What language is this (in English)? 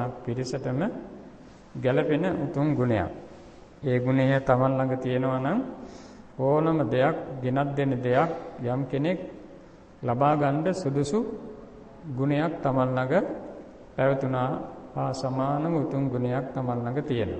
Sinhala